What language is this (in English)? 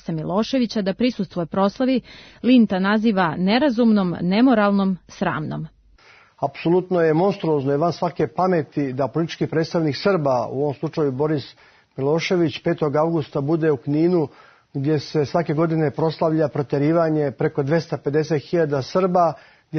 Serbian